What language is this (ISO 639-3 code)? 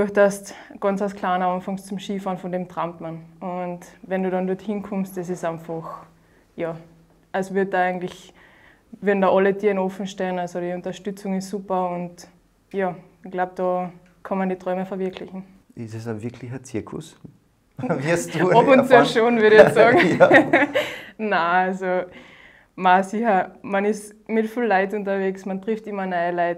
deu